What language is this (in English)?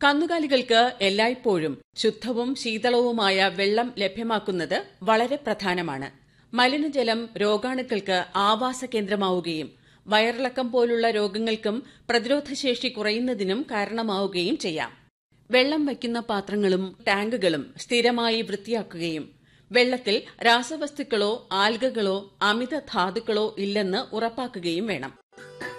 Malayalam